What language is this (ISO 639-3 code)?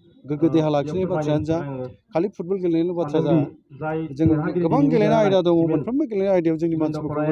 brx